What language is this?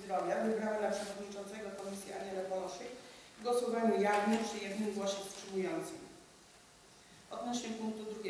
Polish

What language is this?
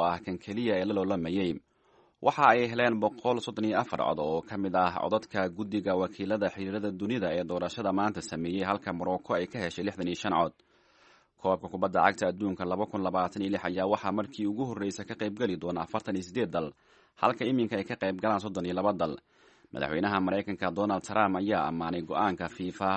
Somali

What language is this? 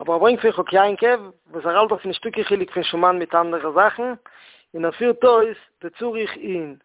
Yiddish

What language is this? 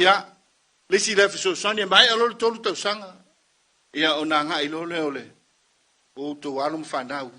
Samoan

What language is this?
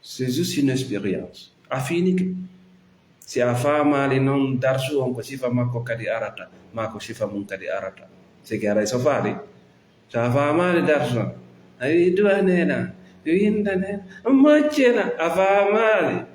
Fula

